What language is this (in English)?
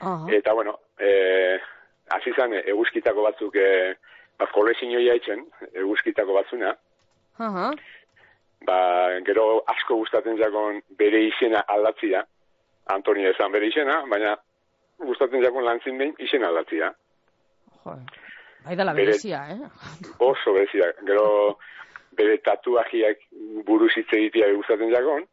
Basque